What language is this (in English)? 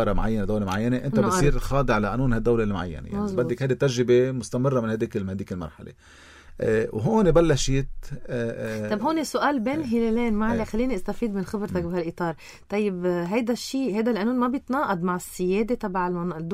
North Levantine Arabic